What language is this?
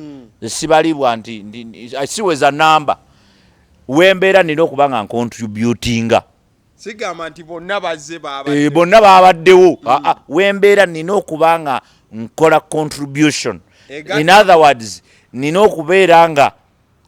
Ganda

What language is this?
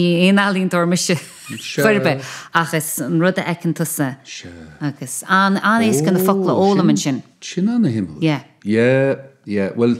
Irish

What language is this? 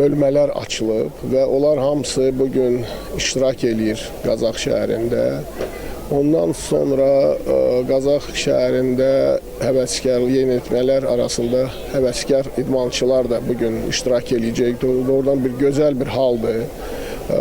Azerbaijani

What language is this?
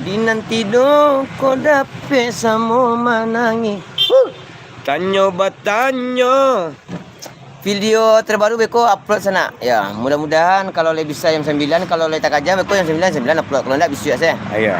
Minangkabau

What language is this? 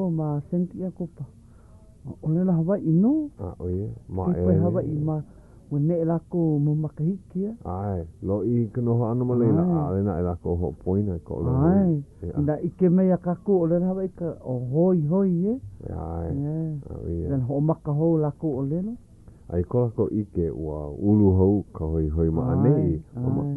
Hawaiian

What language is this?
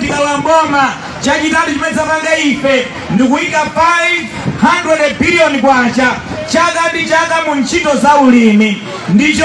Nyanja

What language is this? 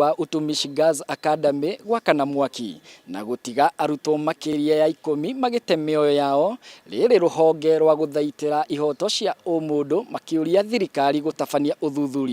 Kikuyu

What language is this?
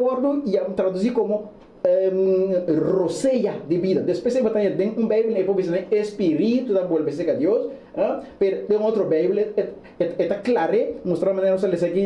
Papiamento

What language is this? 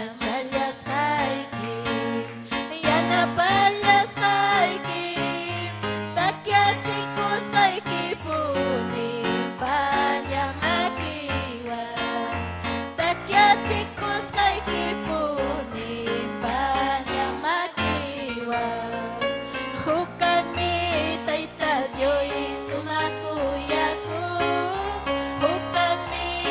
Ayacucho Quechua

